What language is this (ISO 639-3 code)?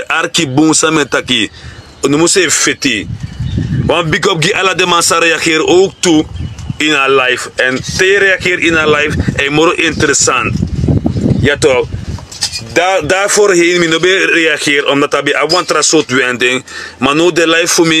srn